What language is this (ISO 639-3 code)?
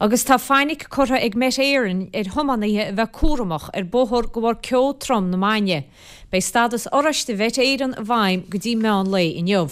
gle